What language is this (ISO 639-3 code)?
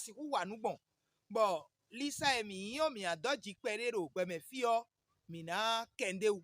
fon